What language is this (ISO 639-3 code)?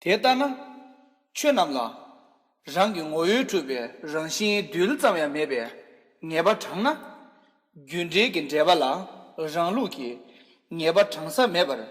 bod